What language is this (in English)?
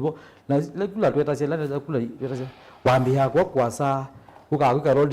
Kamba